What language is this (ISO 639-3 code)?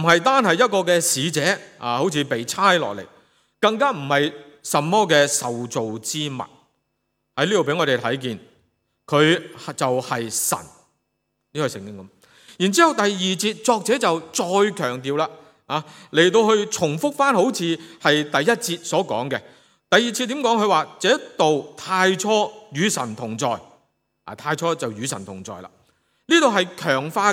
yue